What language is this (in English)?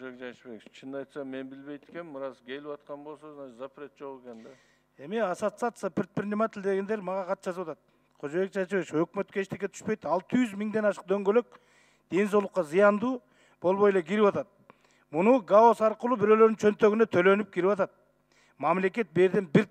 Kyrgyz